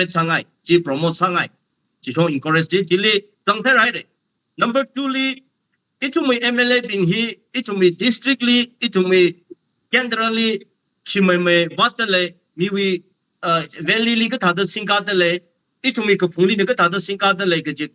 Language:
Tangkhul Naga (India)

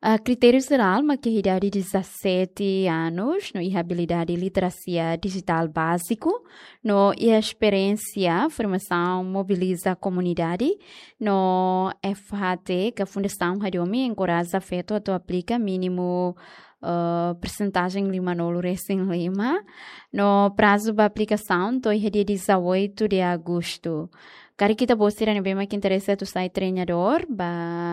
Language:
Tetum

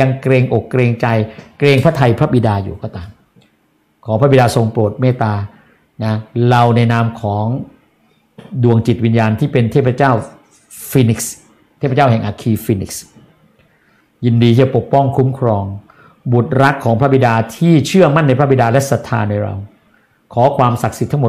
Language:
Thai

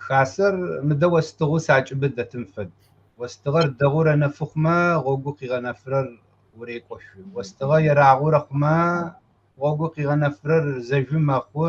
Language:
Kabardian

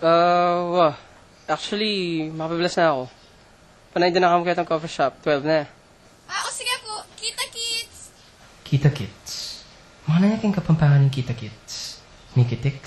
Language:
Pampanga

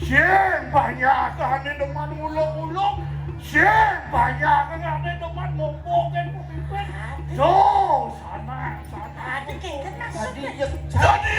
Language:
Balinese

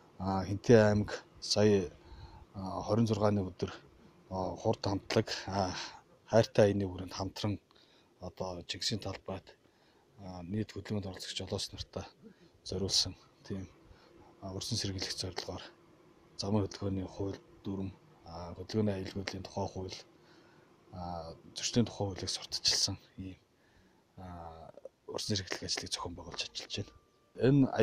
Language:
Mongolian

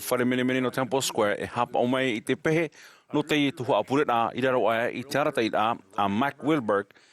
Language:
Tahitian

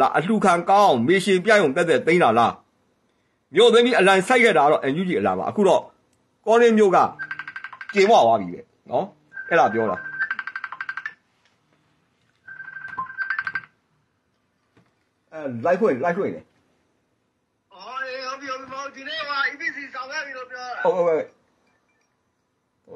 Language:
Burmese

